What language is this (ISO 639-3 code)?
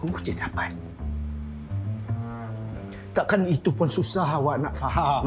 msa